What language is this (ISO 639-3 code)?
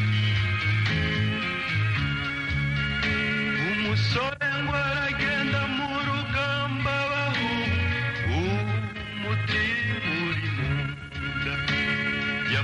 kin